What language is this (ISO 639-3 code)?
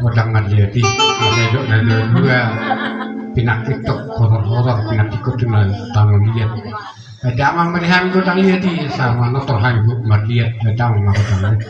bbc